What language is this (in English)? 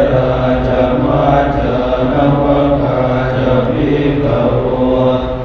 Pali